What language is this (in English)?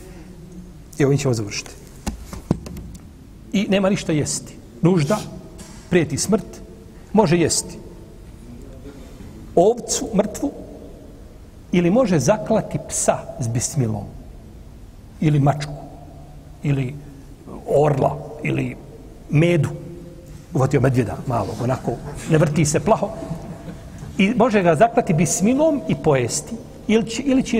Bosnian